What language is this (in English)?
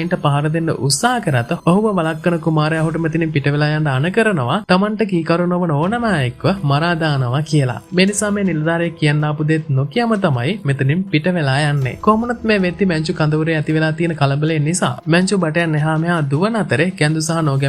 Sinhala